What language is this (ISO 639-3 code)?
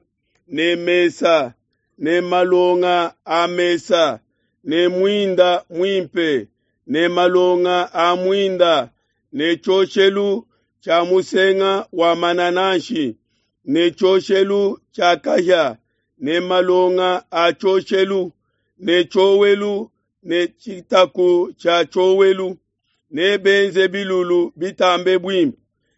lua